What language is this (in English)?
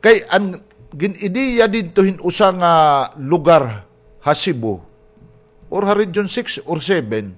Waray